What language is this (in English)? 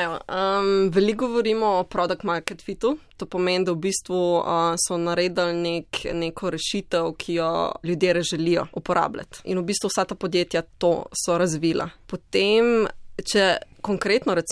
Slovenian